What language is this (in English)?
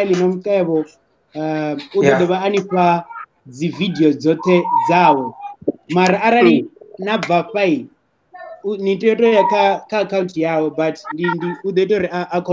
Venda